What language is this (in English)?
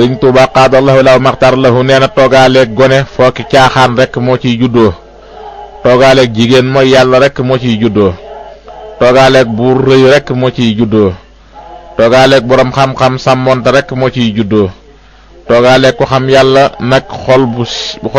Wolof